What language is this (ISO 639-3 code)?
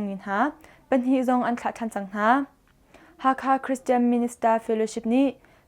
cnh